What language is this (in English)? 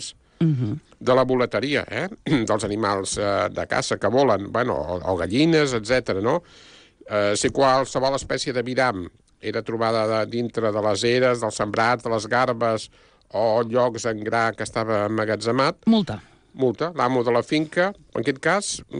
Catalan